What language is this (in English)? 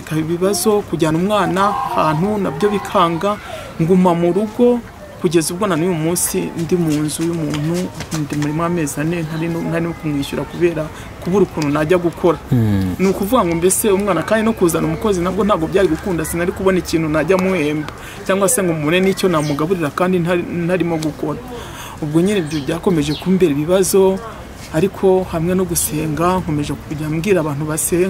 Kinyarwanda